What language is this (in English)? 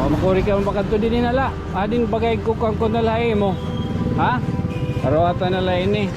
Waray